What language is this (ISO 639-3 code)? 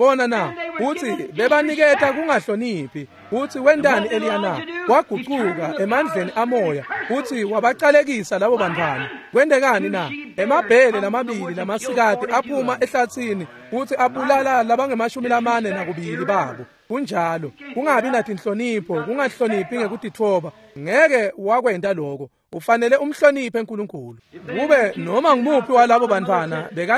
ssw